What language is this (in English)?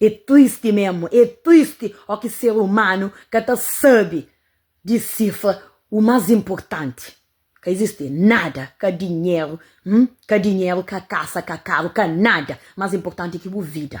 Kabuverdianu